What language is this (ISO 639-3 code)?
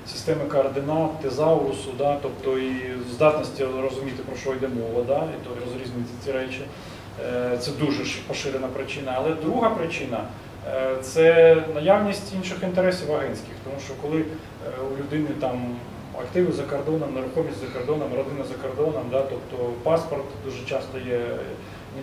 ukr